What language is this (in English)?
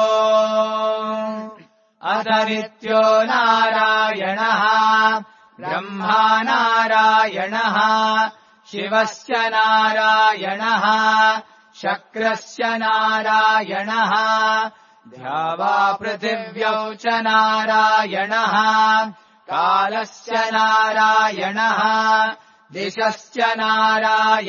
Sanskrit